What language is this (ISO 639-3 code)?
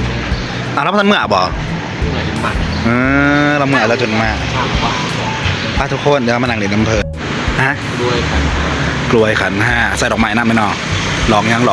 tts